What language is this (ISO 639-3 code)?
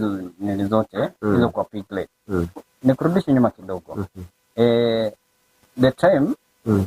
guz